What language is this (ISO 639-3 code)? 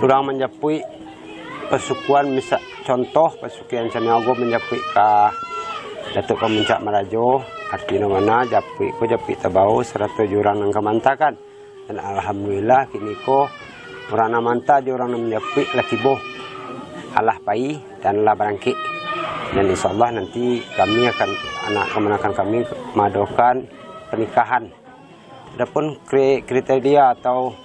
min